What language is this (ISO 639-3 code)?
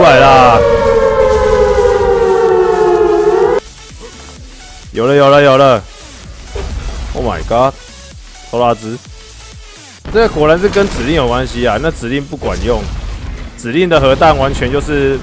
zho